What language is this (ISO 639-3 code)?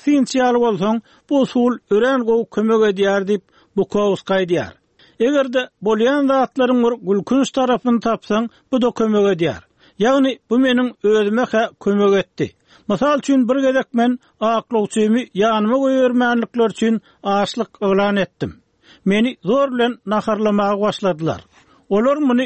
tuk